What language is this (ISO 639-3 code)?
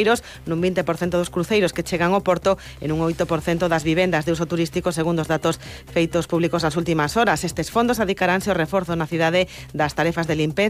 glg